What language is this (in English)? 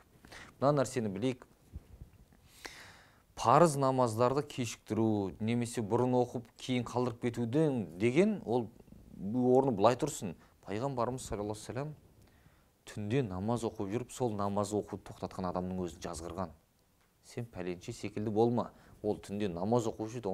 Kazakh